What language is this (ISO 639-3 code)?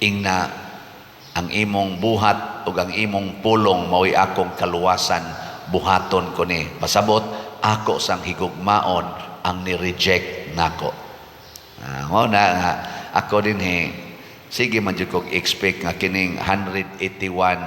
ceb